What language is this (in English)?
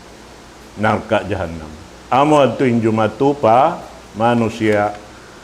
Tausug